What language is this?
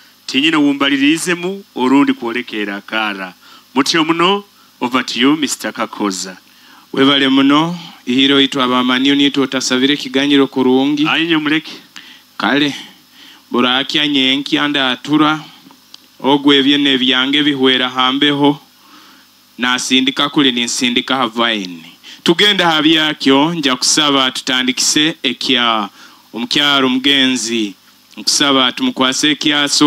Nyoro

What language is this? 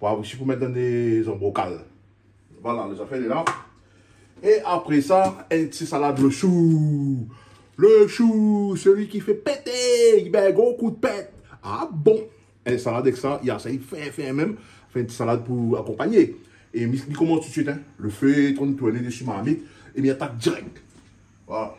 Réunion Creole French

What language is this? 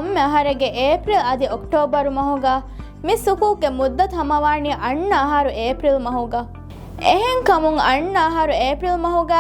Divehi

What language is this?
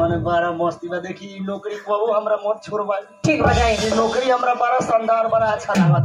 Bhojpuri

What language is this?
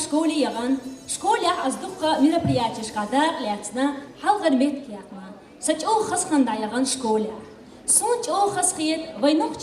Chechen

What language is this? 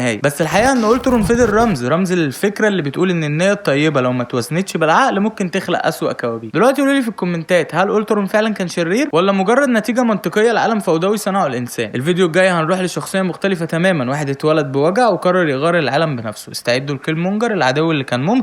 Egyptian Arabic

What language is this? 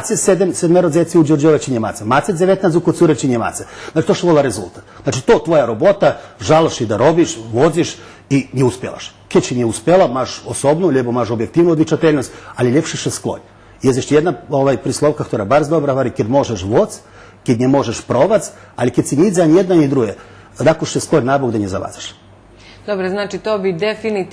Rusyn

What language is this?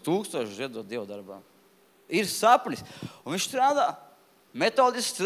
Latvian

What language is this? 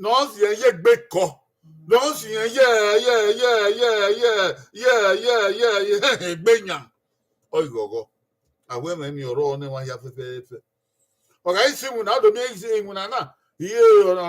Bini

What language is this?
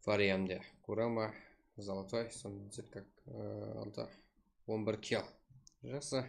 Kara-Kalpak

